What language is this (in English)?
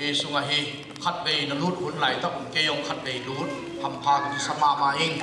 Tedim Chin